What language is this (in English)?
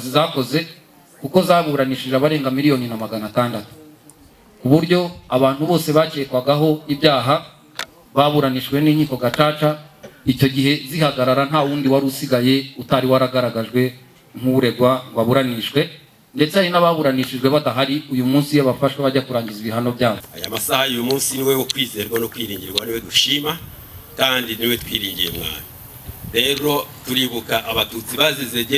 Kinyarwanda